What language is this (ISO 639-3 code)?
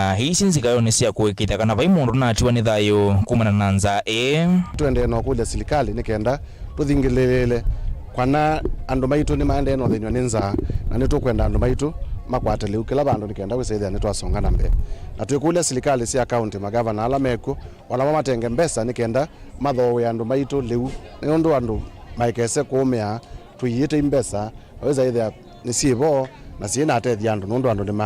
kam